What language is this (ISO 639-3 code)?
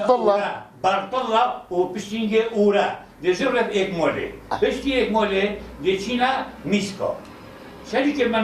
kur